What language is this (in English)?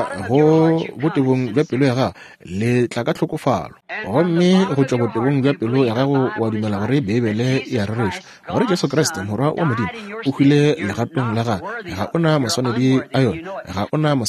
Northern Sotho